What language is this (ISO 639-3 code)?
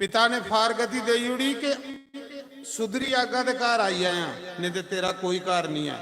doi